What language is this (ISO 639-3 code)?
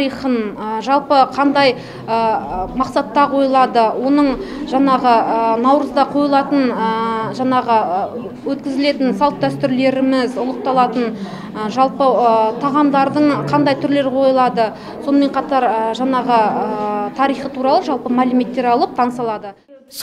kaz